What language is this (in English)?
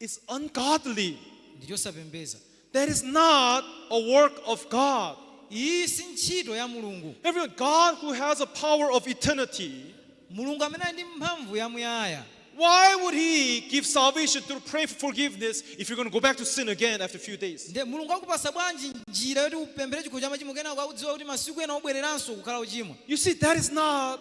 Nyanja